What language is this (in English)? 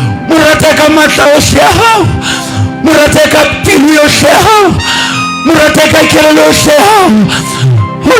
Southern Sotho